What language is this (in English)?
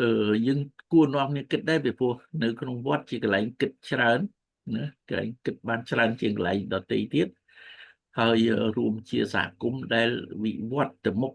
Khmer